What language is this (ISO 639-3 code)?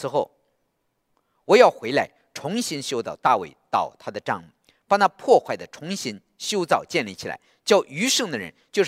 zho